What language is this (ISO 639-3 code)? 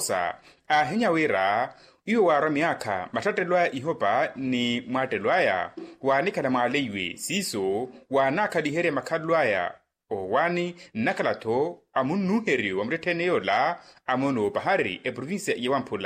vmw